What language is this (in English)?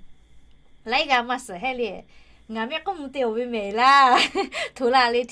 Lahu